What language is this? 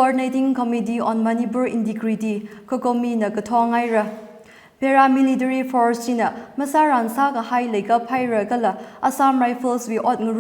Tangkhul Naga (India)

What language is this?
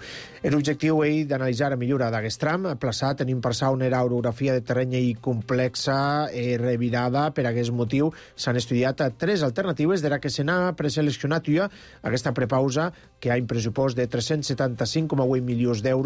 Catalan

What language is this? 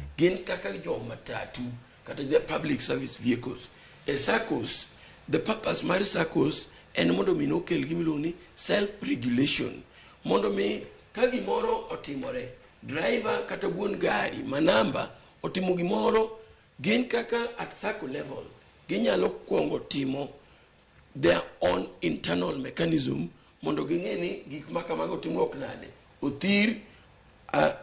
Luo (Kenya and Tanzania)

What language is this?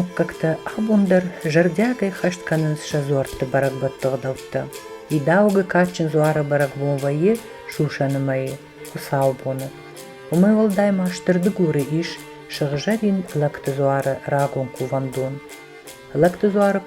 Ossetic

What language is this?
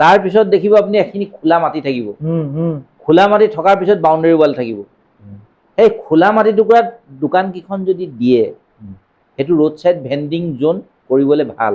Assamese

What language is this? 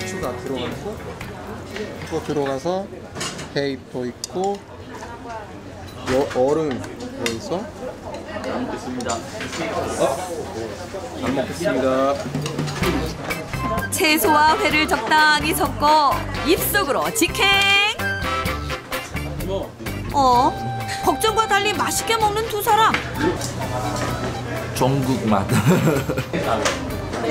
Korean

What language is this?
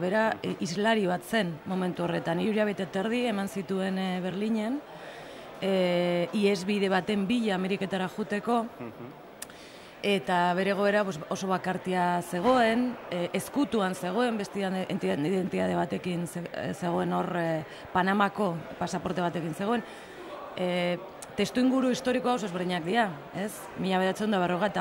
Basque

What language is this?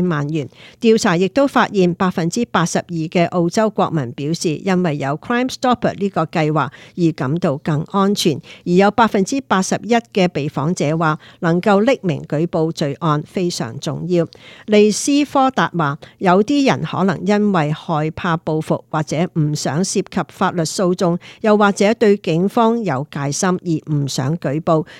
Cantonese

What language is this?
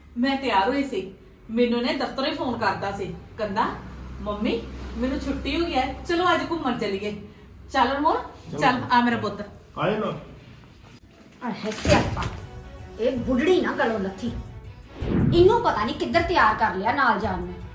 Punjabi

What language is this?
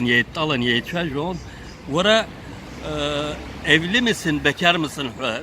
Abkhazian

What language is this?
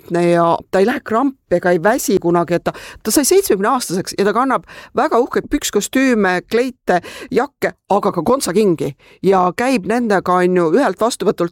Estonian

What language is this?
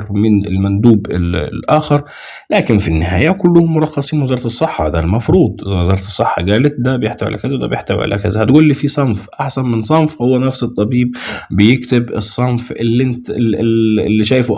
Egyptian Arabic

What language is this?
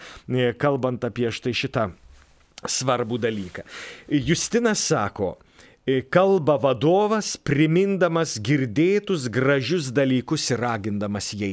Lithuanian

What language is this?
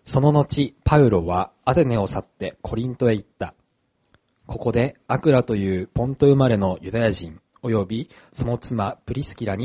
Japanese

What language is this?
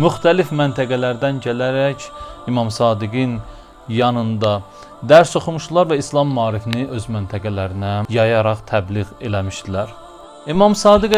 Azerbaijani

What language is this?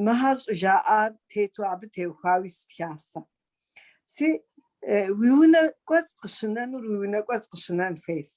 Kabardian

